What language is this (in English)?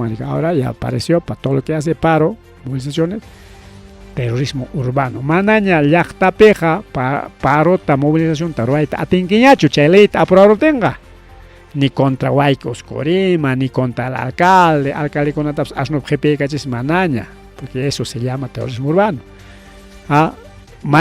Ayacucho Quechua